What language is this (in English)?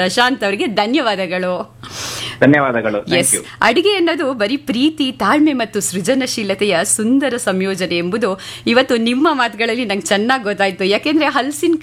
Kannada